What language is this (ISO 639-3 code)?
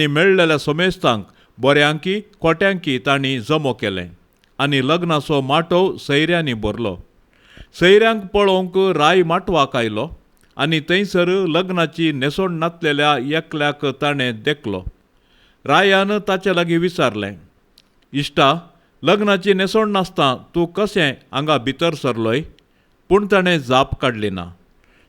kok